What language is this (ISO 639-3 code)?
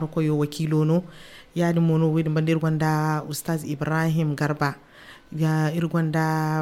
dje